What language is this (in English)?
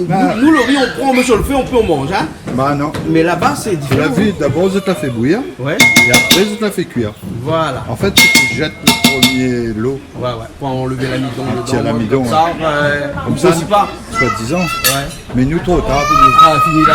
Réunion Creole French